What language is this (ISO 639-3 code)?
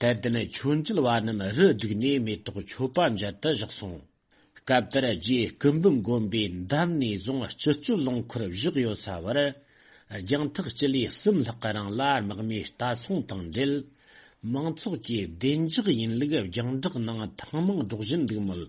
bod